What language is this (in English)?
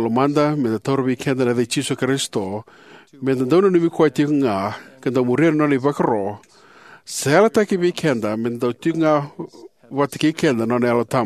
Fijian